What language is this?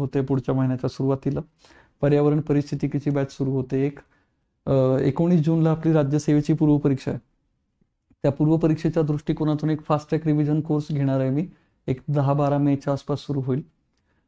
Marathi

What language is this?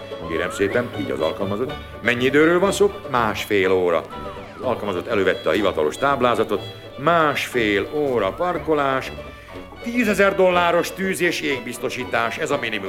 Hungarian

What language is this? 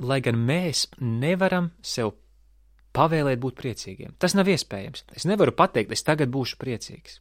Latvian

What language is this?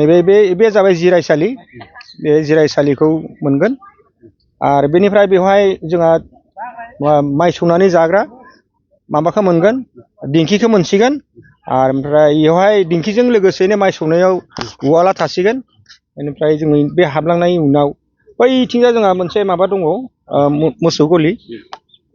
Bodo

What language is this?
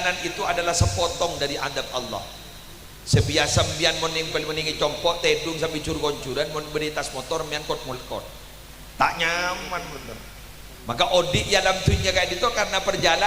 Madurese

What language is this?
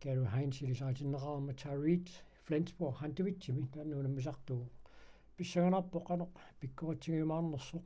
Kalaallisut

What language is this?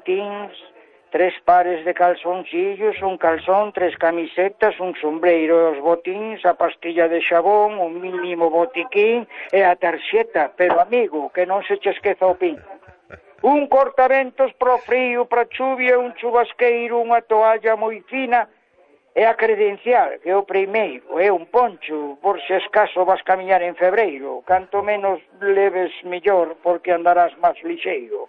Galician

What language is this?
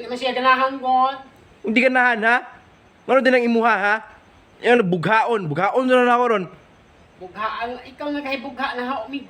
Cebuano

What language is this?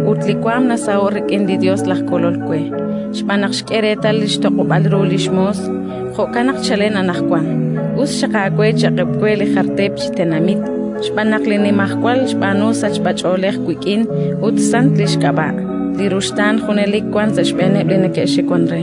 Kekchí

